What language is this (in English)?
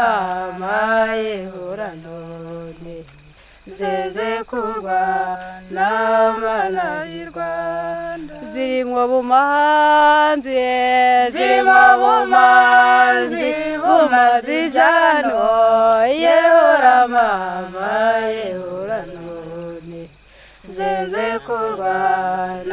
Kinyarwanda